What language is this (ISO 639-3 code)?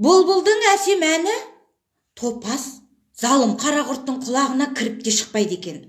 kaz